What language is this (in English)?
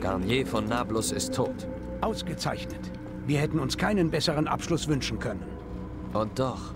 Bavarian